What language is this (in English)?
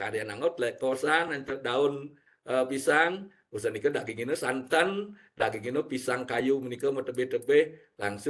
Balinese